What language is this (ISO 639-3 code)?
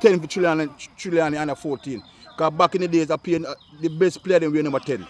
jam